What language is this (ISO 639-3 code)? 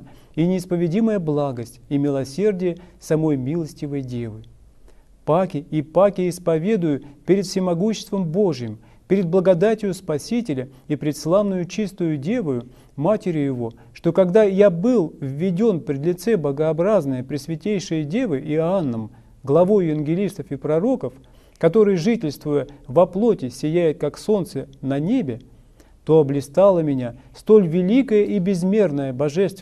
rus